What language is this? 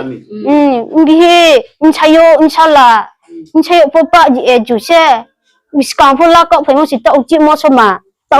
Riang (India)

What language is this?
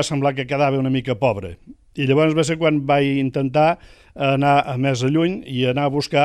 Catalan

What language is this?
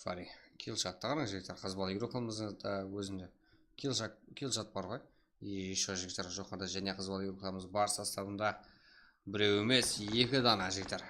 Kara-Kalpak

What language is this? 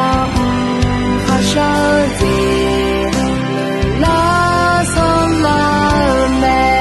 Akha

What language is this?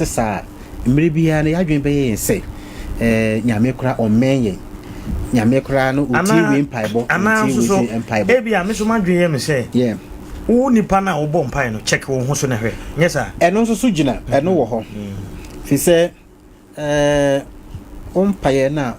Akan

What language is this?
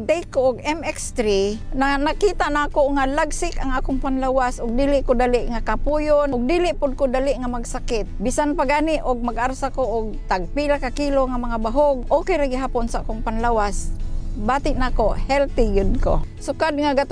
Cebuano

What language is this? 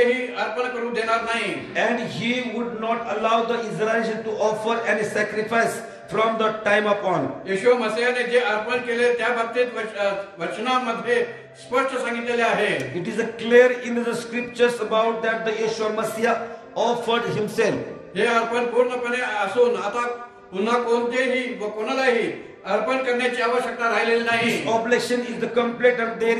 Marathi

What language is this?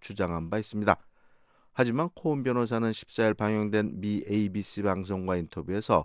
Korean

